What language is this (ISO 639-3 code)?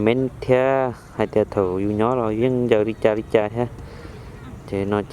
hmn